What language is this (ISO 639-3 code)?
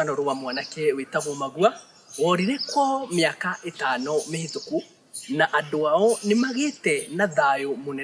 kik